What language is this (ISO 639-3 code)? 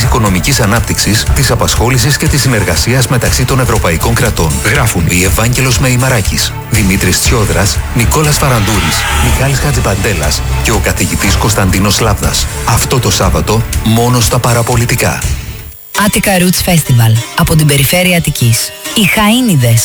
ell